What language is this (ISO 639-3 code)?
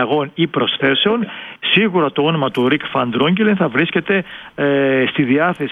ell